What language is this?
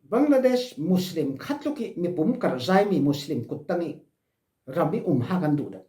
Falam Chin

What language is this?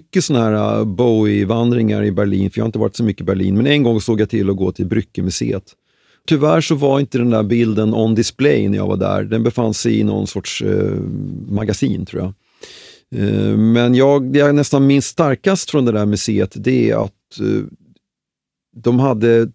Swedish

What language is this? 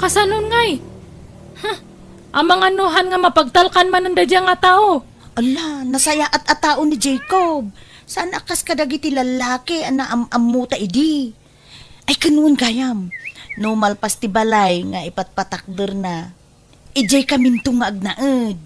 Iloko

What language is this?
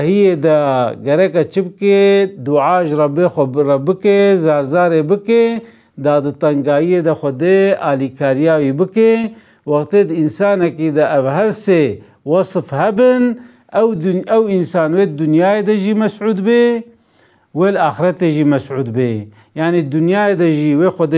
Kurdish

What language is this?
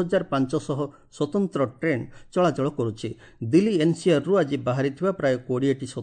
Odia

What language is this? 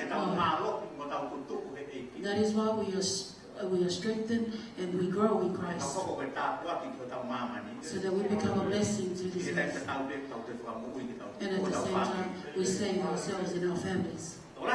Tongan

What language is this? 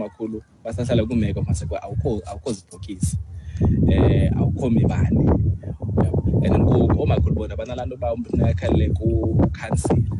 Xhosa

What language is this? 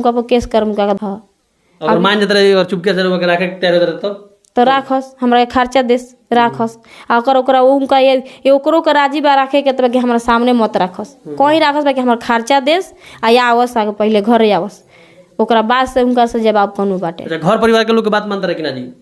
Bhojpuri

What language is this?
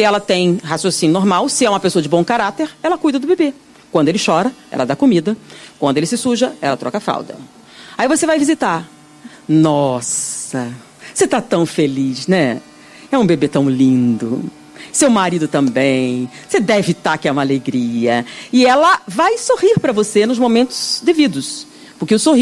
Portuguese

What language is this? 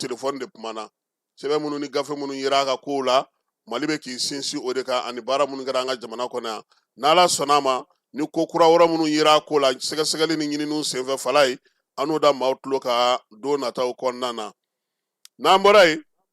Bambara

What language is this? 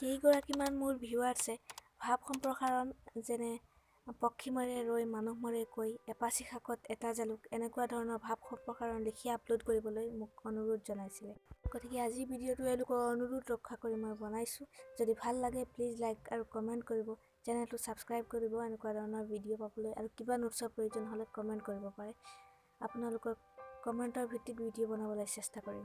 Assamese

